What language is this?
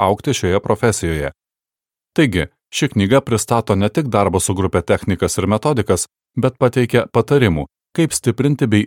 Lithuanian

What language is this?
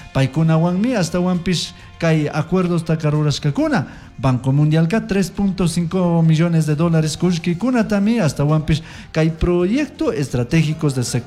Chimborazo Highland Quichua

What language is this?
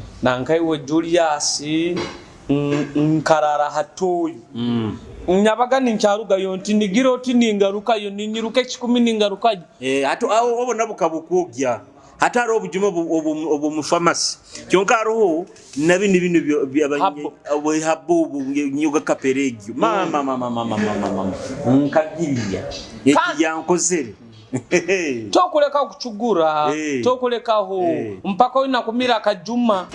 Nyoro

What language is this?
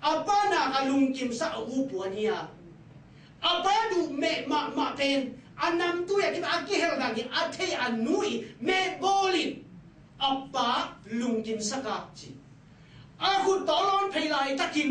Tedim Chin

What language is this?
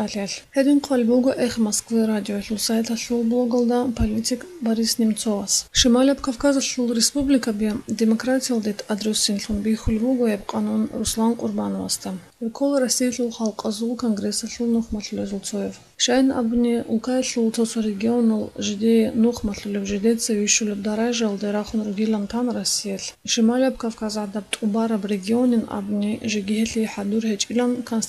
Avaric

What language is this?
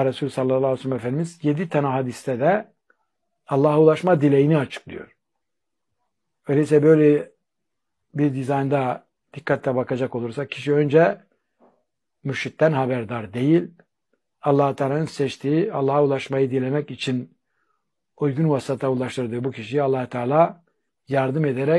Turkish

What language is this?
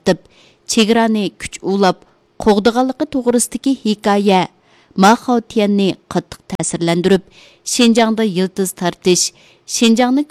Uyghur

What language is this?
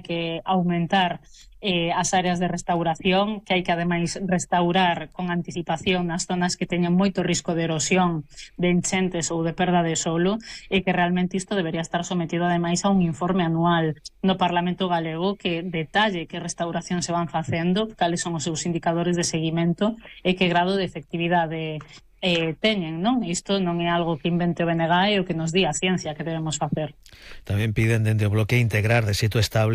Galician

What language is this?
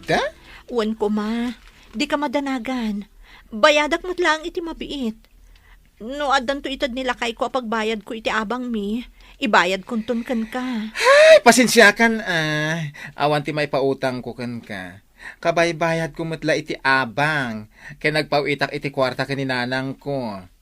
Iloko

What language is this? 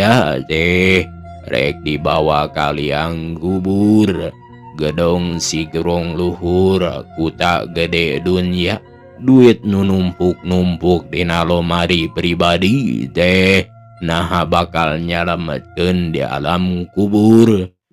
Sundanese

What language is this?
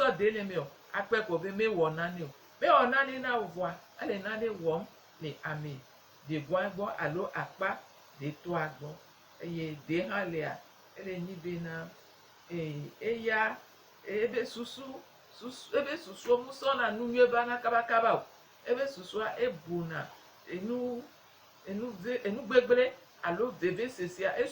Gen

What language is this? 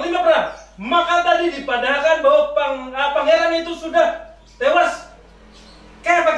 Banjar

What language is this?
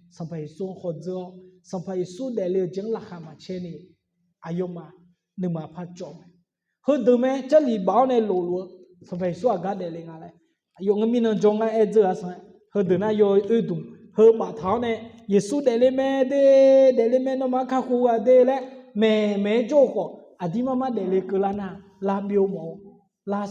Akha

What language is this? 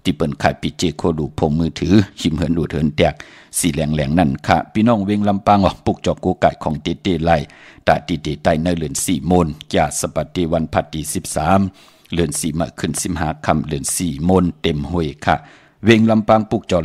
Shan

